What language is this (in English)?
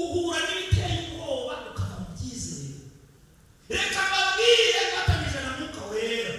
Kinyarwanda